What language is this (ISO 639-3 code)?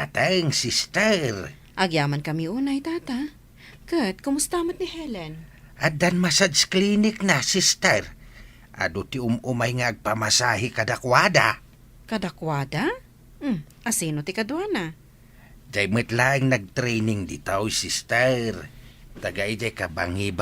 ilo